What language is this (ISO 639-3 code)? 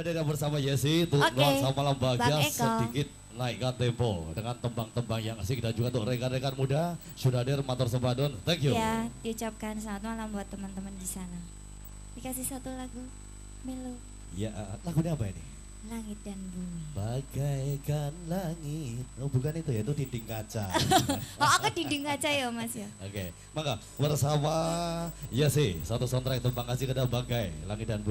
ind